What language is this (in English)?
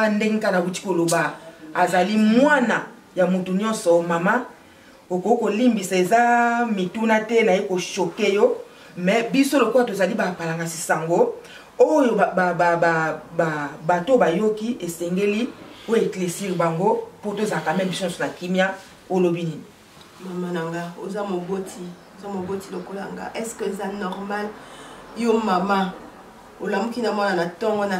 Lingala